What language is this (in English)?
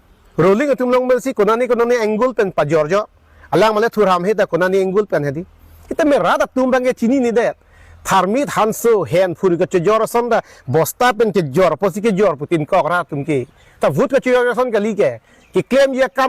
Karbi